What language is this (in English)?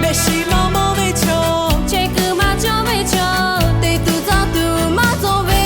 Lahu